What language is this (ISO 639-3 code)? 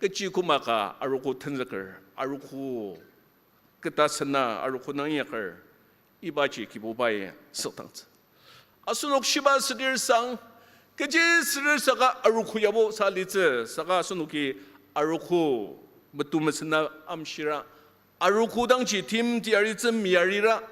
njo